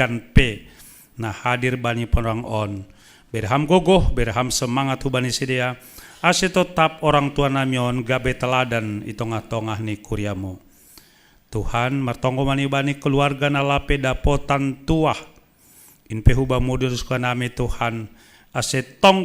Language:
Batak Simalungun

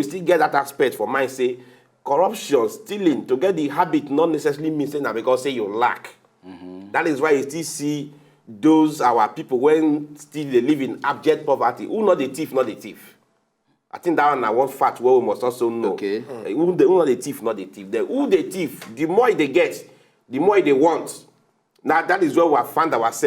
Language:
Nigerian Pidgin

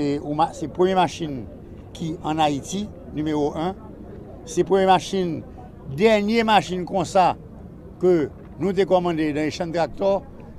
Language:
Haitian Creole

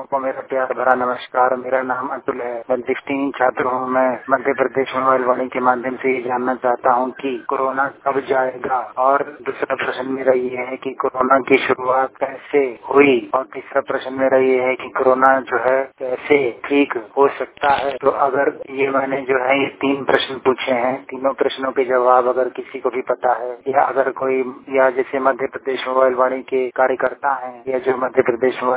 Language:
Hindi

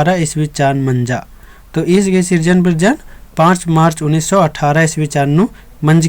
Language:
Kurukh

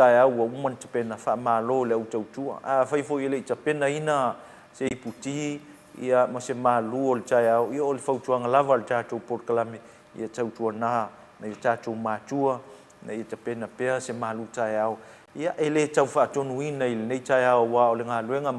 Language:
Samoan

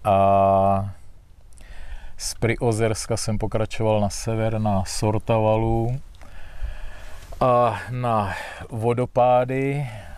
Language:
Czech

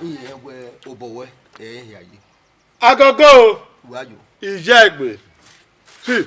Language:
Bini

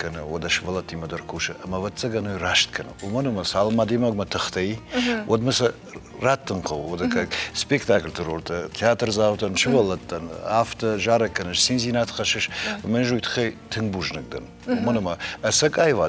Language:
Ossetic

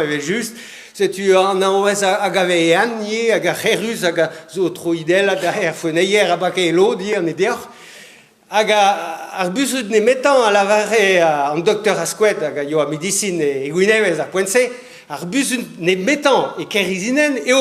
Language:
Breton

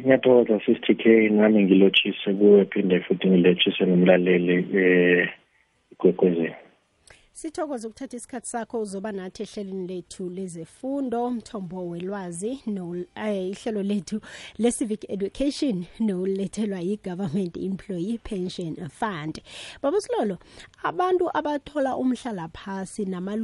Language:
South Ndebele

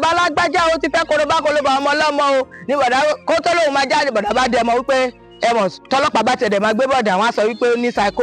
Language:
Yoruba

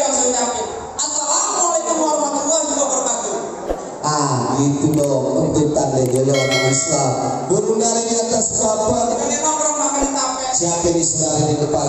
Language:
Betawi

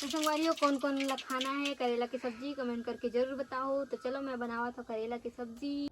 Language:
Chhattisgarhi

